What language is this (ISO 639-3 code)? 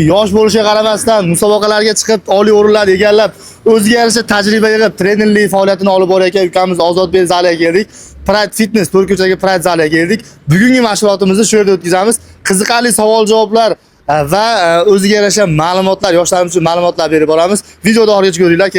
uzb